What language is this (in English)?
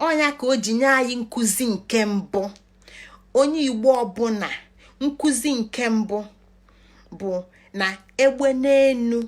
Igbo